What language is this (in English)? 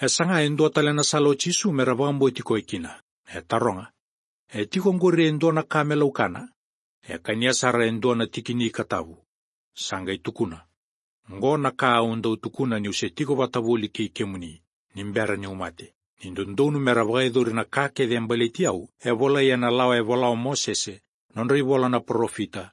Fijian